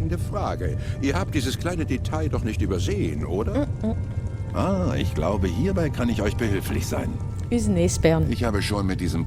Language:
Swiss German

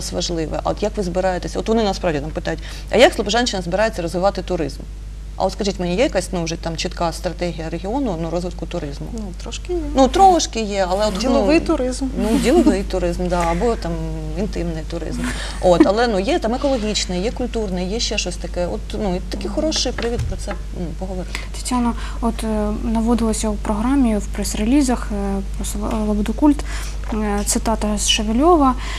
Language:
Ukrainian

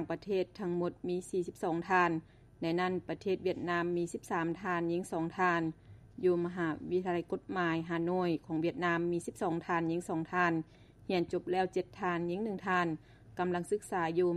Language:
Lao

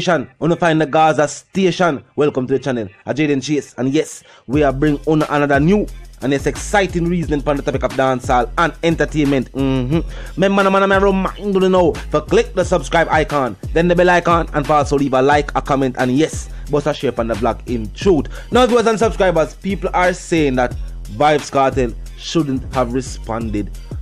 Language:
Jamaican Creole English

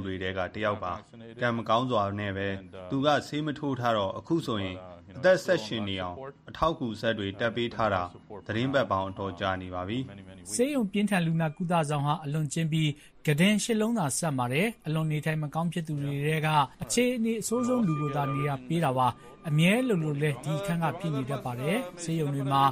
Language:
Burmese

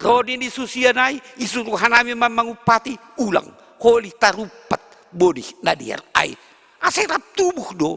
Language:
Batak Simalungun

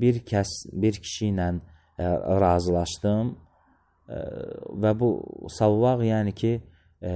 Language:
Azerbaijani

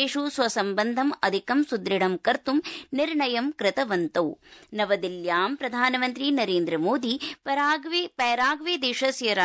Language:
Sanskrit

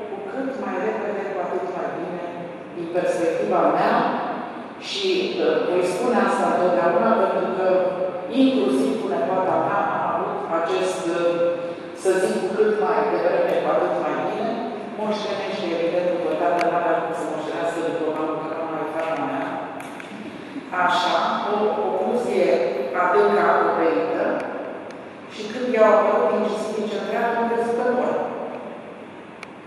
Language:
Romanian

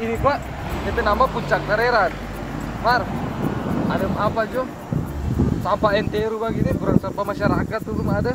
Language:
Manado Malay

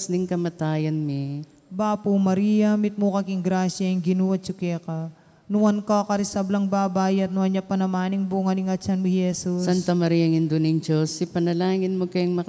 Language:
Pampanga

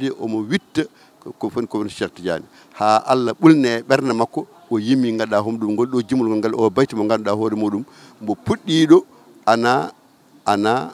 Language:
Fula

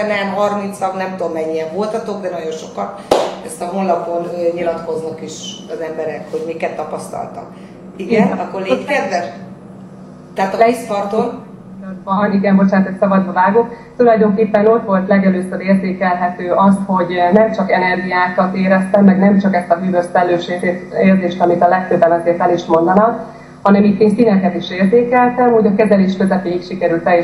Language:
Hungarian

